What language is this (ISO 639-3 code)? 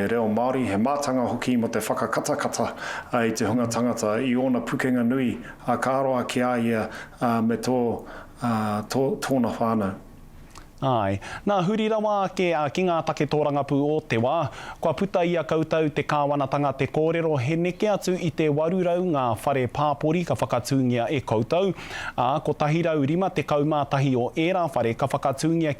mri